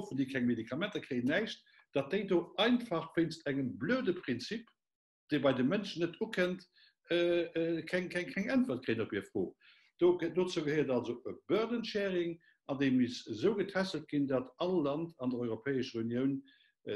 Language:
Luxembourgish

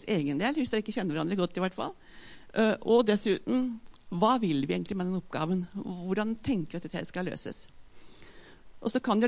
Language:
Norwegian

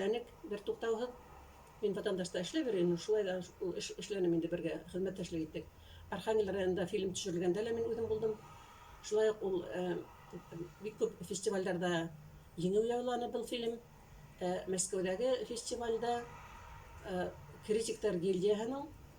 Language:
Bashkir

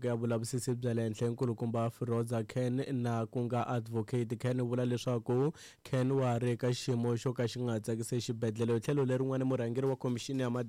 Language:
Tsonga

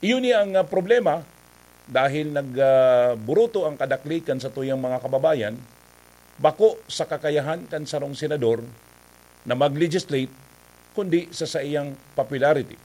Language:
Bikol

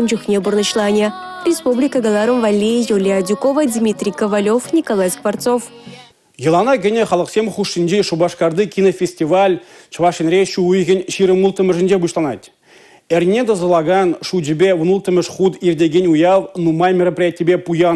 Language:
Chuvash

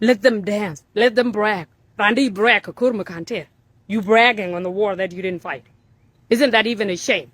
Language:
Nuer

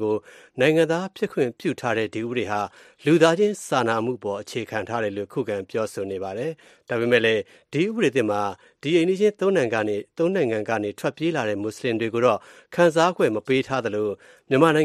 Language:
Burmese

